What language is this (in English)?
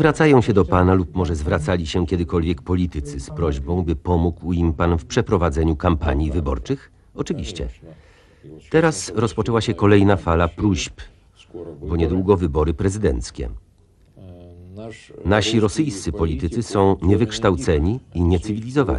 Polish